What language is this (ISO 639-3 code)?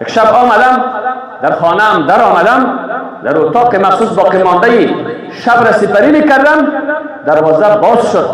fas